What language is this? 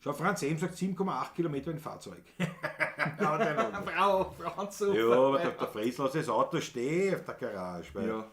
Bavarian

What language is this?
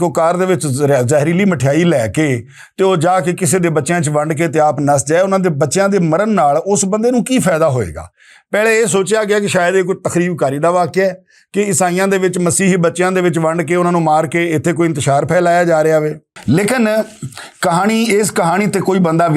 Western Panjabi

